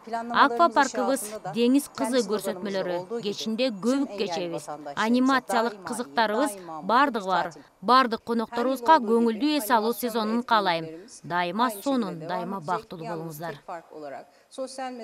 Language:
Kyrgyz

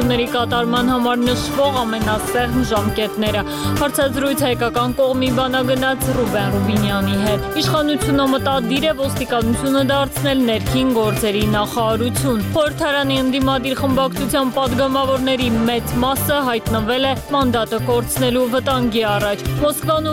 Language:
Armenian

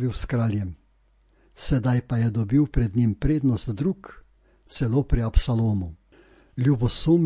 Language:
Slovenian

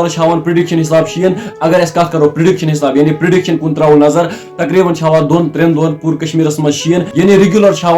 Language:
Kashmiri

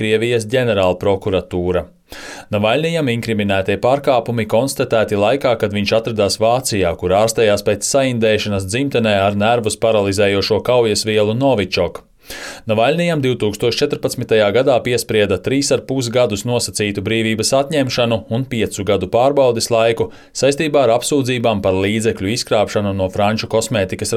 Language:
Latvian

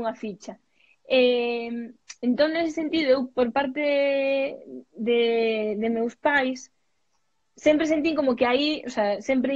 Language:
Galician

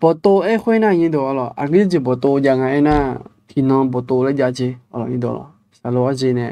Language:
Akha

